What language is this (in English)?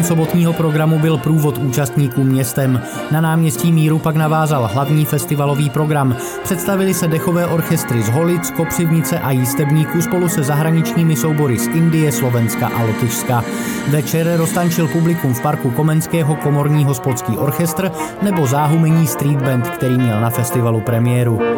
Czech